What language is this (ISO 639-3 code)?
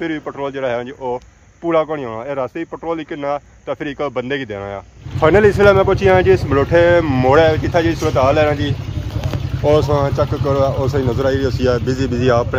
phr